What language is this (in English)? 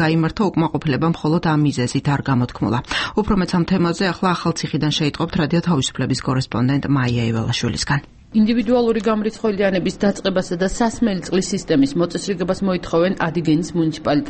Georgian